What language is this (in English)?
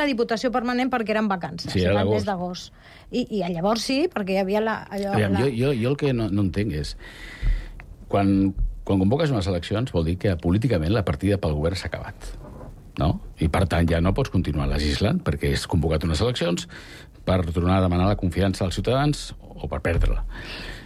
Catalan